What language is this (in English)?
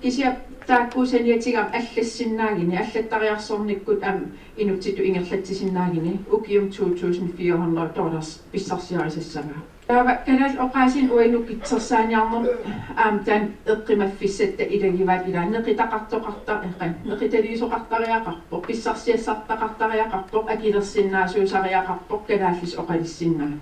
Kalaallisut